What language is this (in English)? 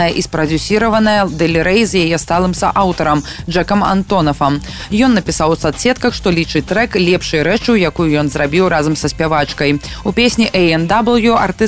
Belarusian